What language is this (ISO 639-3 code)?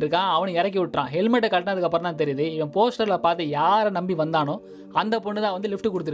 tam